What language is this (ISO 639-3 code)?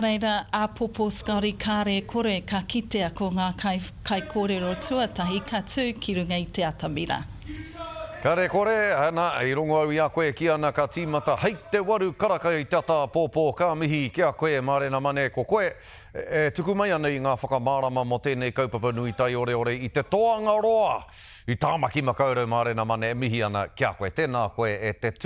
mri